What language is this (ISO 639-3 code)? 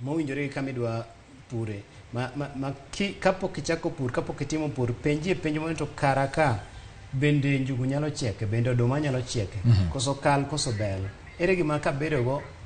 luo